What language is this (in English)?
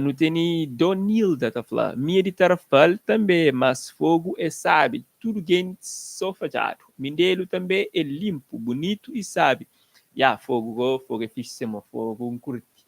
Kabuverdianu